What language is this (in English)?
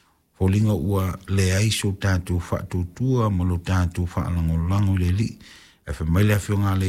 Samoan